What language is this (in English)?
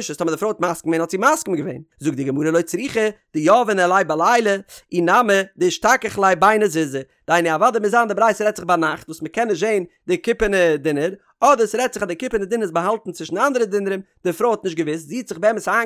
Yiddish